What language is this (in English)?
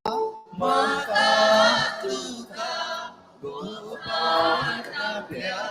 Konkani